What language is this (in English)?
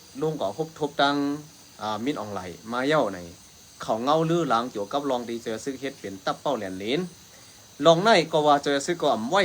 Shan